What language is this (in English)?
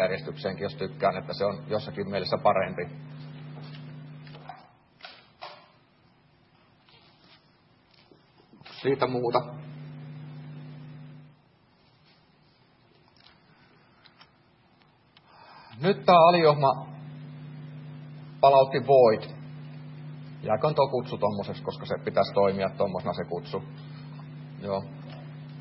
Finnish